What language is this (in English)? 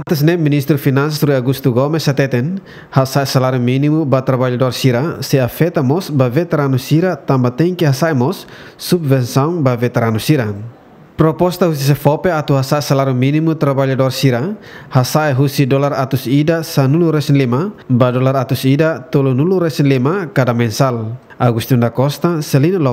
Tetum